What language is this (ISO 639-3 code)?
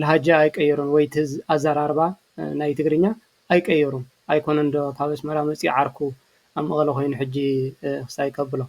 tir